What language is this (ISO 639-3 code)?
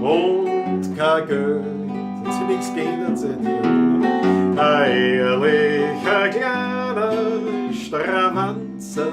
bar